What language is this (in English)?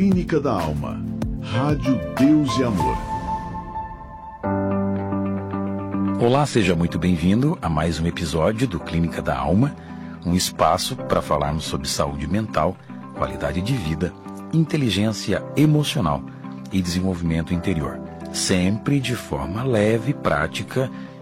Portuguese